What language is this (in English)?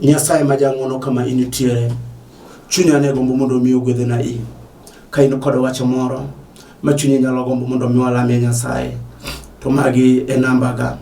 Luo (Kenya and Tanzania)